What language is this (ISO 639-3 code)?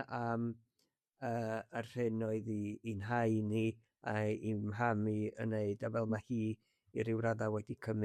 cym